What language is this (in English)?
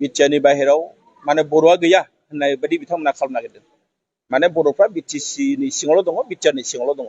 Bodo